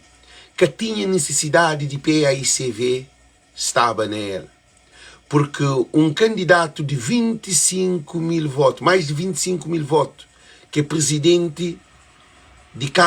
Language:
Kabuverdianu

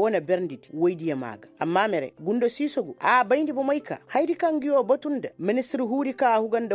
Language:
Koyraboro Senni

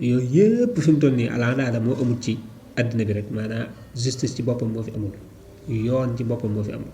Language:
Wolof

